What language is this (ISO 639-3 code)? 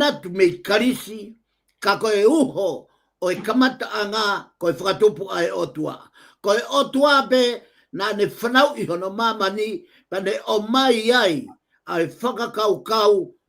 ton